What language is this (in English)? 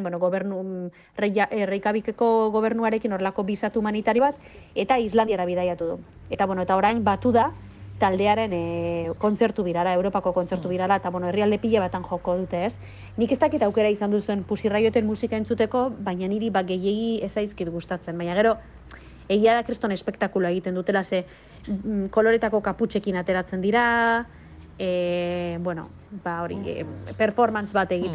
Basque